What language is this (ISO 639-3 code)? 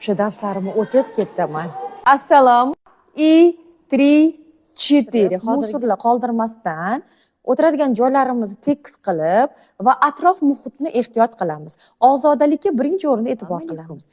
uzb